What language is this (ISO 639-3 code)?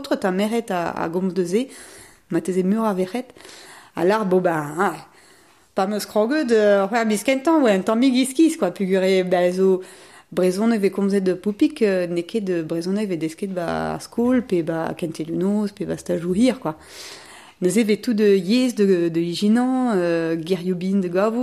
bre